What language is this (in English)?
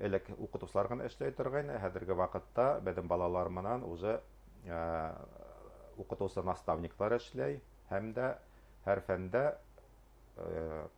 Bashkir